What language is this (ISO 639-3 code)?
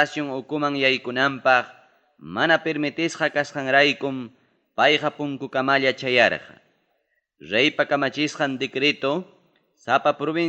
quy